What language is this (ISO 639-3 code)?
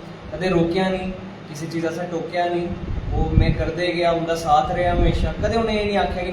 doi